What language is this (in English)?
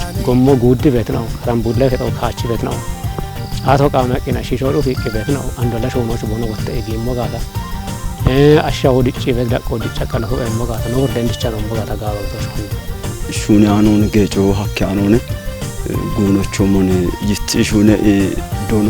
Kafa